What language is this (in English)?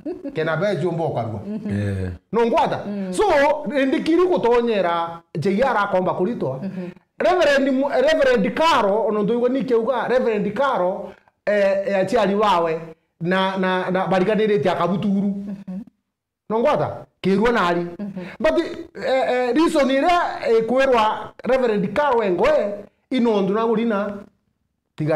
Meru